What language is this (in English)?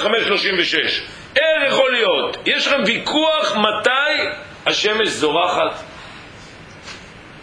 Hebrew